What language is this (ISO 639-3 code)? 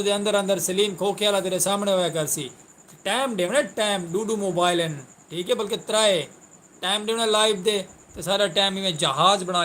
skr